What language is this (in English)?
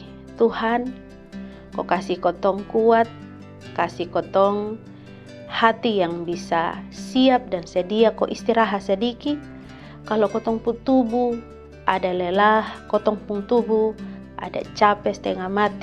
Kupang Malay